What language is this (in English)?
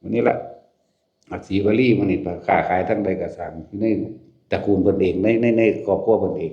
Northeastern Thai